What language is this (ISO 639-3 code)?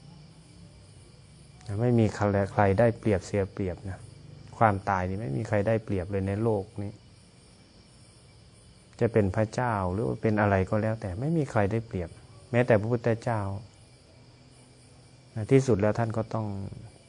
tha